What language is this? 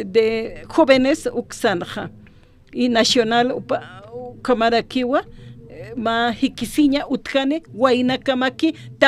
Aymara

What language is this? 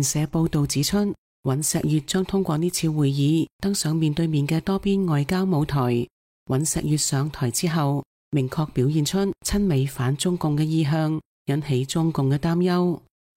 Cantonese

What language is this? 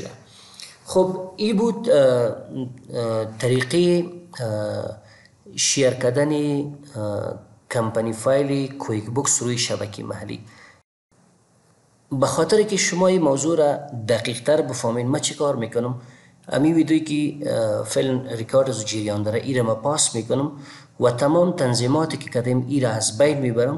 Persian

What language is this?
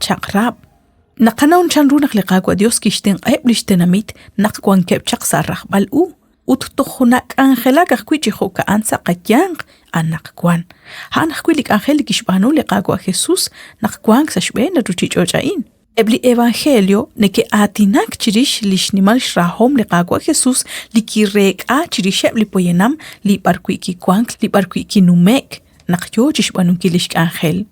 Kekchí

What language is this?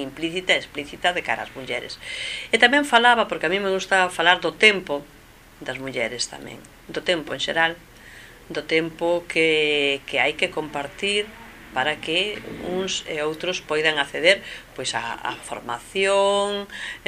Galician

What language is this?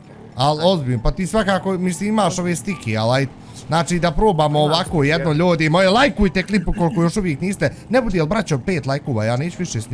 Bosnian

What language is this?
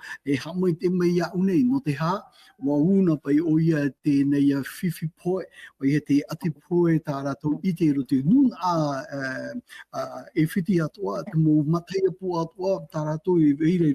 Tahitian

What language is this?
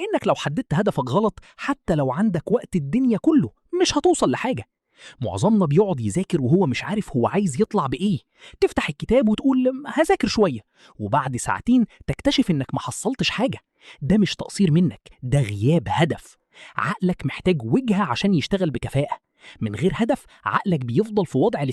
Egyptian Arabic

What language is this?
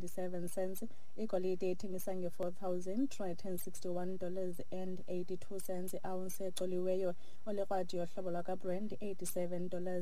Xhosa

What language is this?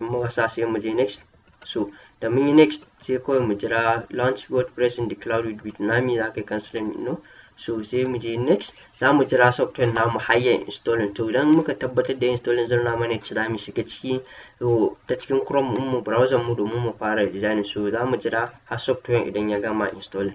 Hausa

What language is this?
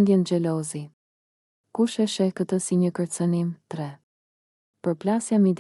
Albanian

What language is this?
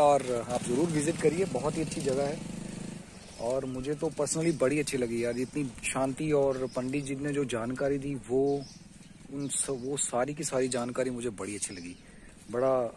Hindi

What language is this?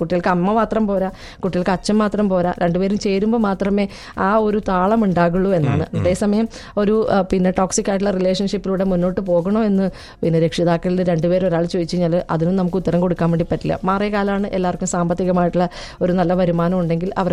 Malayalam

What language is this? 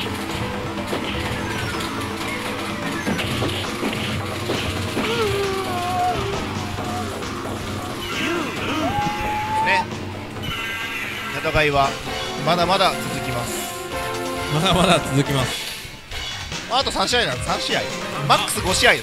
Japanese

